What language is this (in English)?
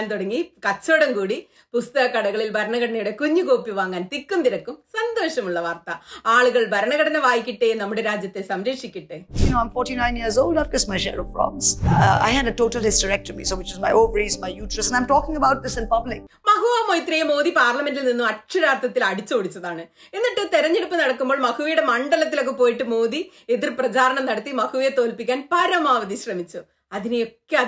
Malayalam